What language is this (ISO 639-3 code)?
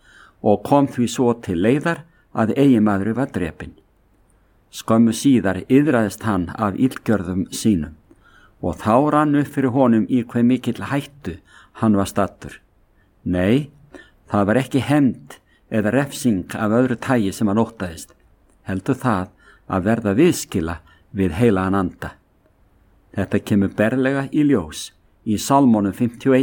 isl